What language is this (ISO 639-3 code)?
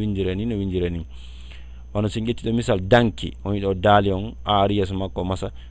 ful